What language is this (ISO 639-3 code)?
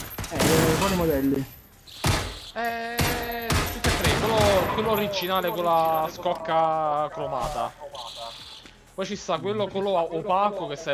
ita